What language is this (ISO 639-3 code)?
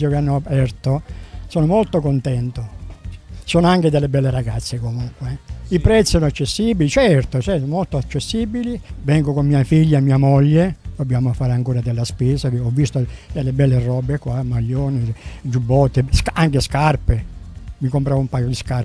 ita